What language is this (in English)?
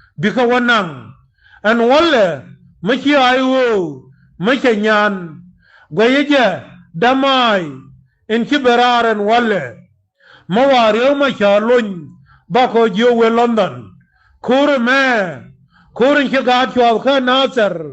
Nuer